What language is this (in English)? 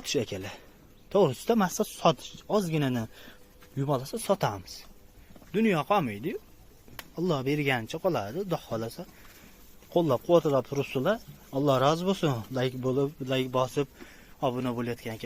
Uzbek